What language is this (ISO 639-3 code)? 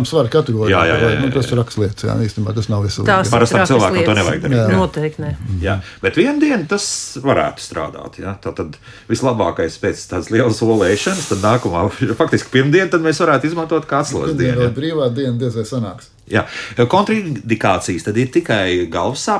lav